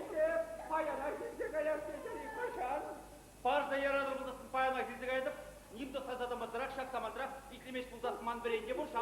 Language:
Chuvash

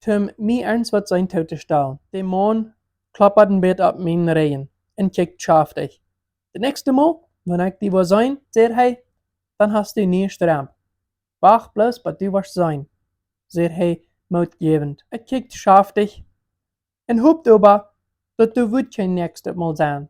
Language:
Plautdietsch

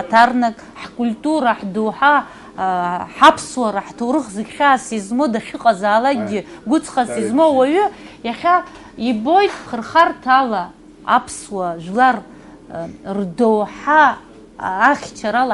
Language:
Abkhazian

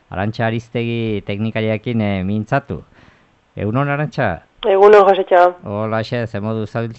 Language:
Basque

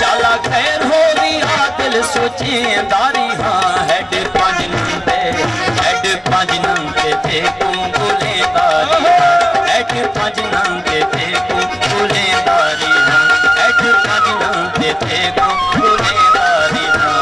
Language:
Saraiki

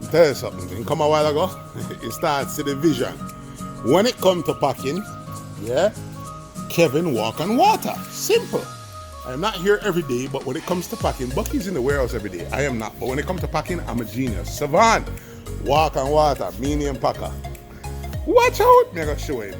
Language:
Jamaican Creole English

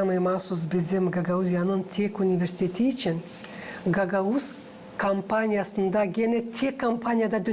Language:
Gagauz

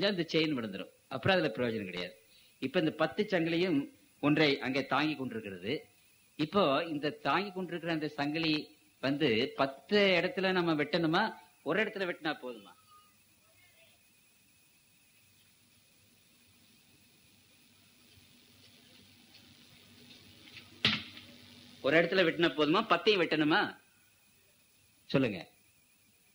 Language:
Tamil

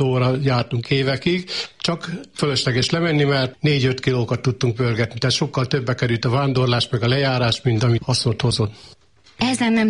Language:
Hungarian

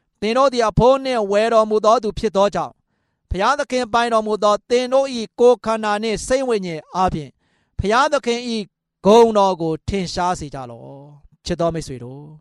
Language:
Burmese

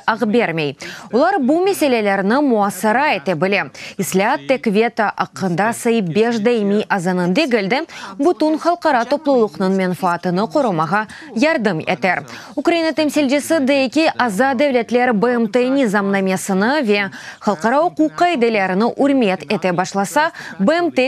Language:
Crimean Tatar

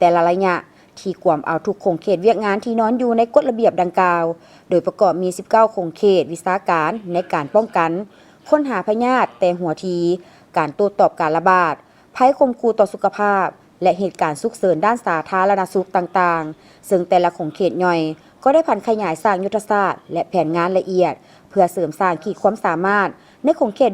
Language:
Lao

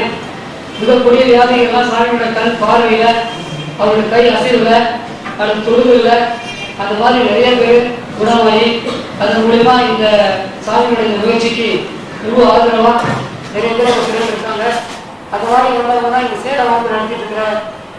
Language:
Tamil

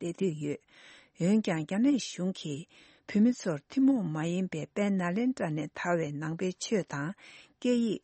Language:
Tibetan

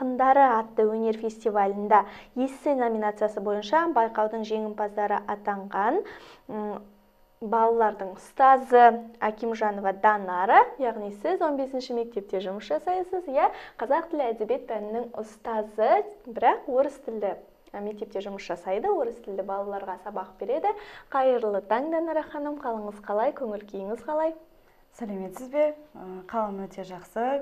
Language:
Kazakh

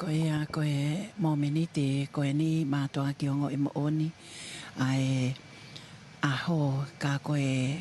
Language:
Tongan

